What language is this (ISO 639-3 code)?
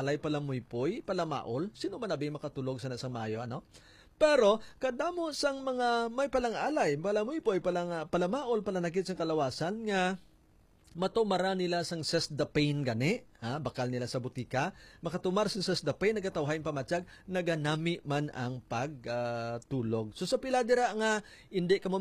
hil